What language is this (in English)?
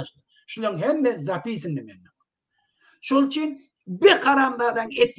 Turkmen